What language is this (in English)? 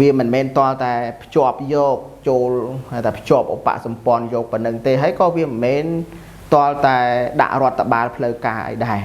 Khmer